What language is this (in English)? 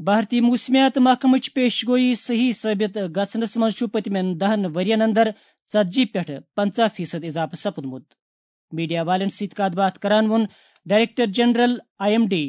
Kashmiri